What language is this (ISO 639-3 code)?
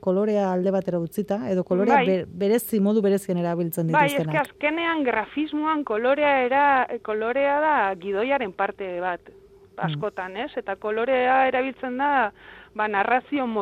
eus